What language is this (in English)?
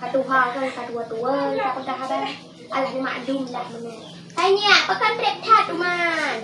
Achinese